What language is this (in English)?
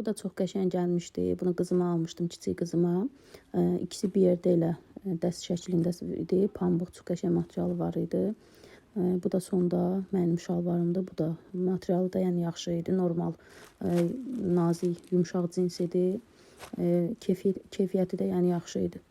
Azerbaijani